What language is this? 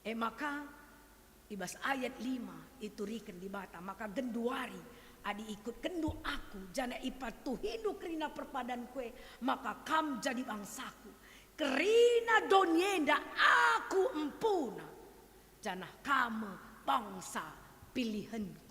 Batak Karo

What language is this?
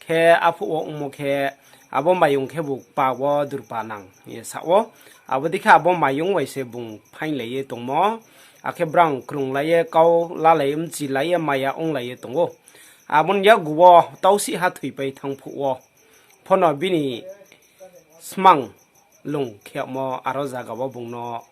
Riang (India)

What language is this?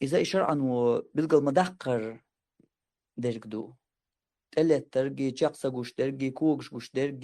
Chechen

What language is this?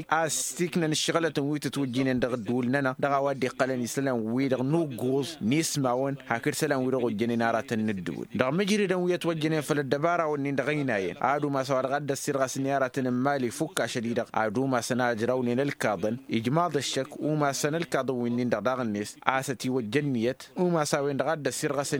Tamasheq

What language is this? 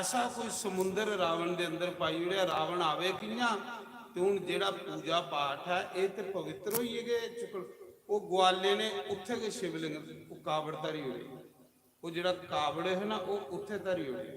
Dogri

